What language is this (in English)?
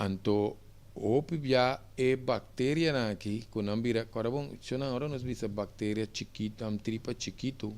Papiamento